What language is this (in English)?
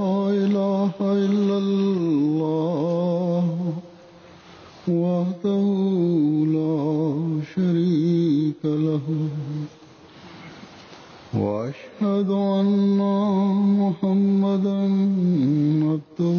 Bangla